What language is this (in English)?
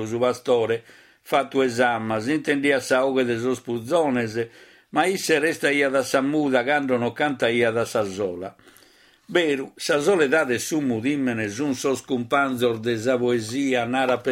Sardinian